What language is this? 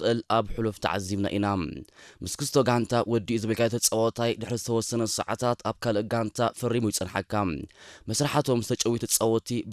Tigrinya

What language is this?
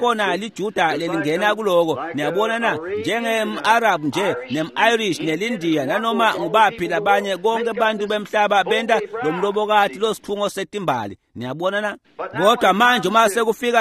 Swati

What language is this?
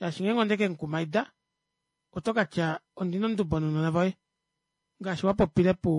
Kuanyama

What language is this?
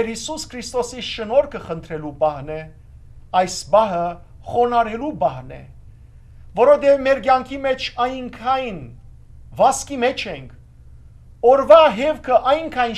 Western Armenian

